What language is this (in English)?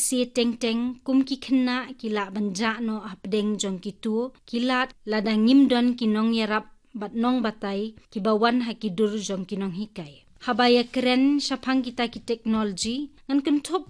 Khasi